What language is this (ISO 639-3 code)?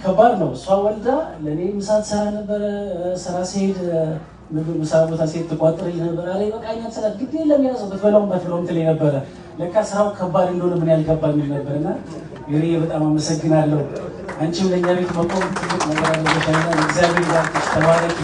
amh